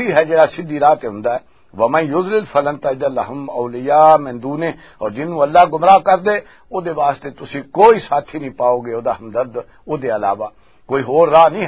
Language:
Western Panjabi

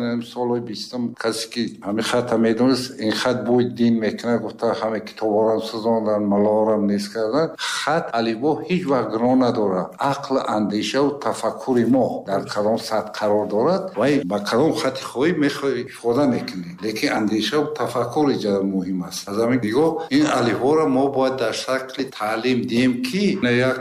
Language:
Tajik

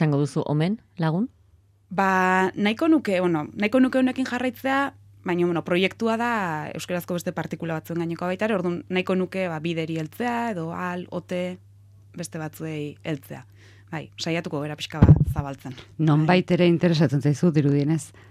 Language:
Basque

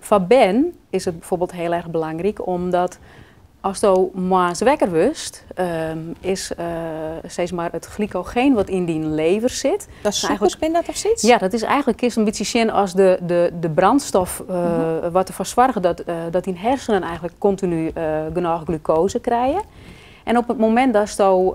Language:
Western Frisian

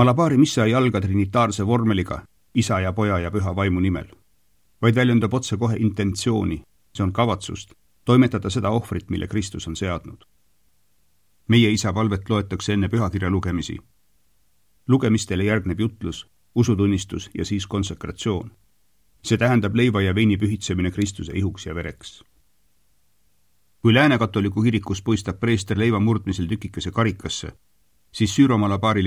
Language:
Estonian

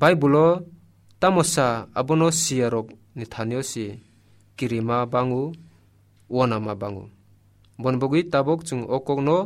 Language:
Kok Borok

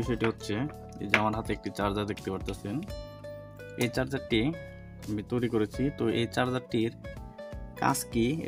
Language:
Bangla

